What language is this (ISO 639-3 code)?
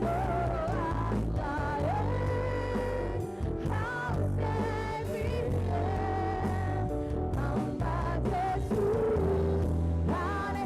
tet